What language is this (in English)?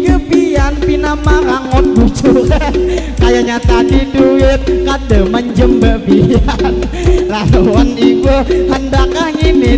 Banjar